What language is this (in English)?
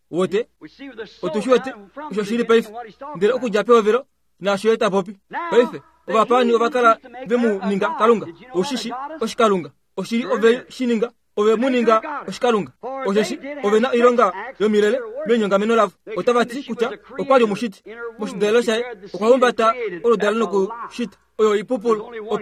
Kuanyama